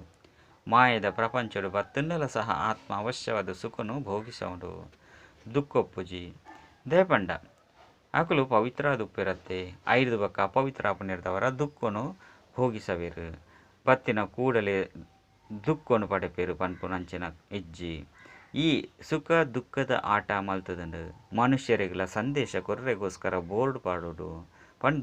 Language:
Tulu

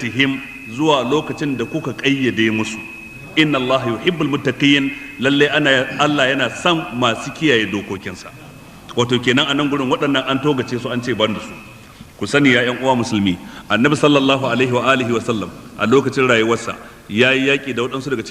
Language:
Hausa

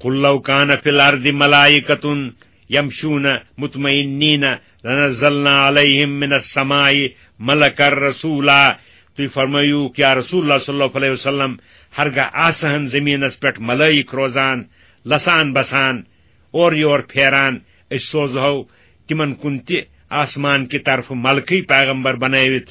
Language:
Kashmiri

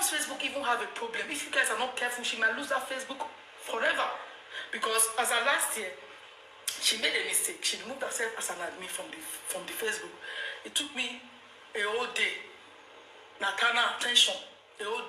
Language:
Nigerian Pidgin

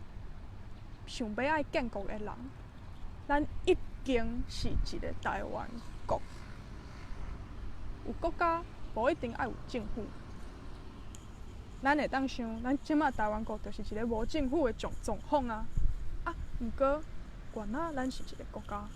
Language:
Min Nan Chinese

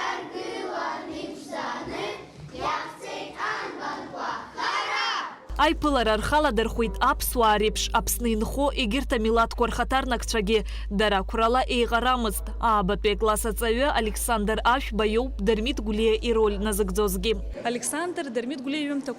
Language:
Abkhazian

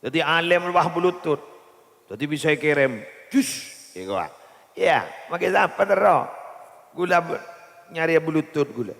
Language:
Madurese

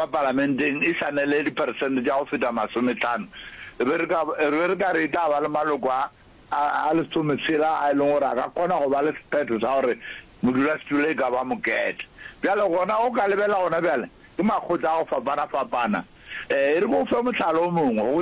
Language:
Northern Sotho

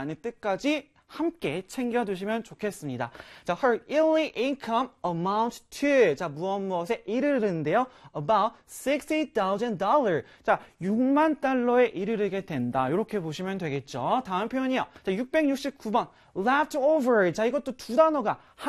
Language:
Korean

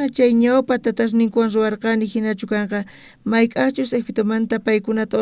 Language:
South Bolivian Quechua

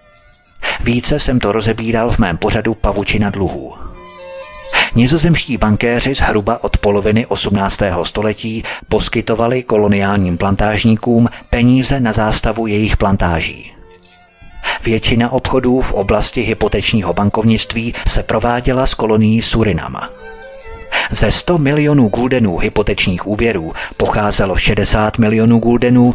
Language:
Czech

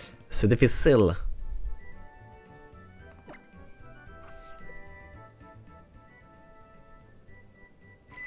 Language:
French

